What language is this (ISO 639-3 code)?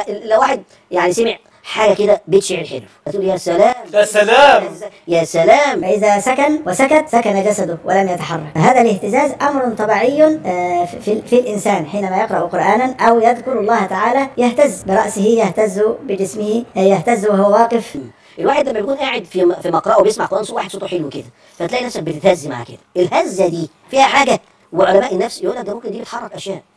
arz